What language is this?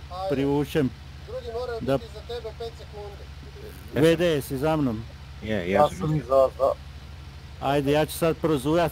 Croatian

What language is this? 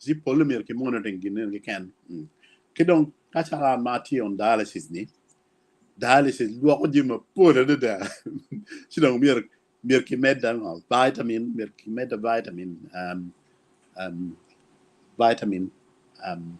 Acoli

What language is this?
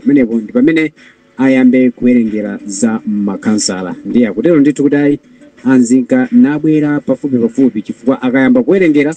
Nyanja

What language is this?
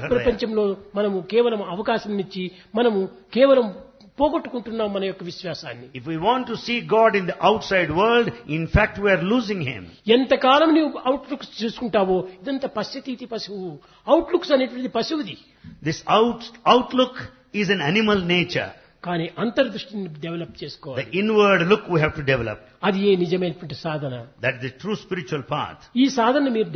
Telugu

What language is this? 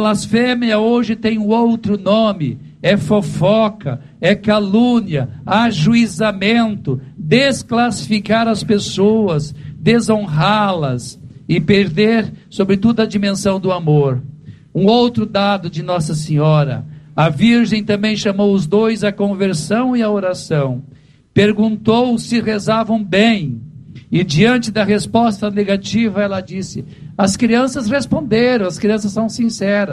Portuguese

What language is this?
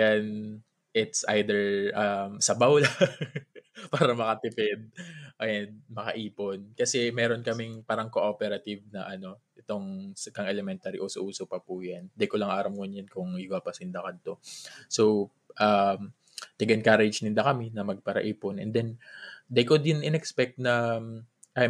Bikol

